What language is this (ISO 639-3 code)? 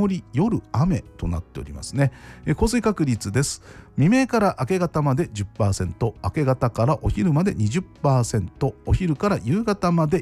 jpn